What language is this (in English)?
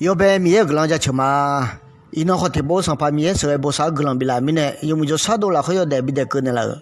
Akha